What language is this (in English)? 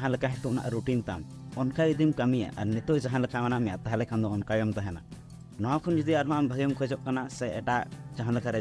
Santali